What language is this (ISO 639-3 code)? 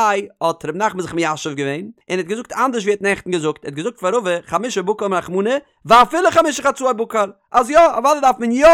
yid